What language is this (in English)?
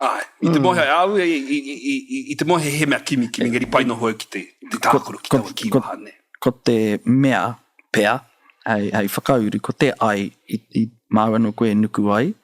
Māori